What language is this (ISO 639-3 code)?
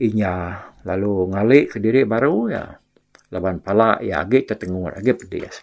iba